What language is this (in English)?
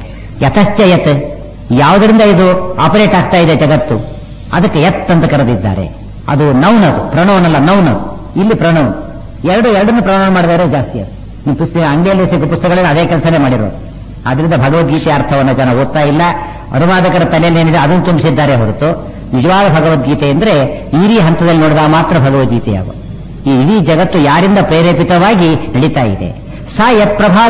Kannada